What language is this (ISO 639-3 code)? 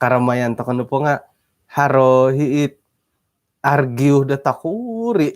dtp